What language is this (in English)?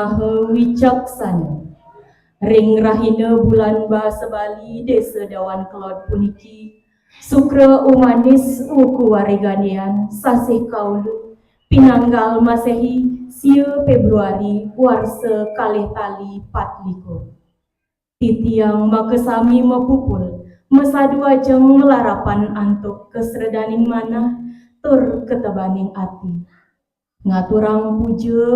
Balinese